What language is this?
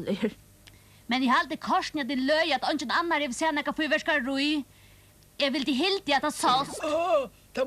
Faroese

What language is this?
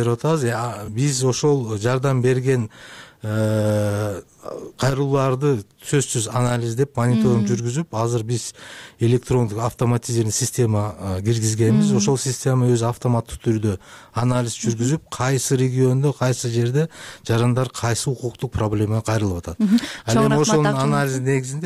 Kyrgyz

